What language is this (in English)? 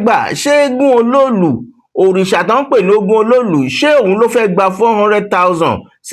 Yoruba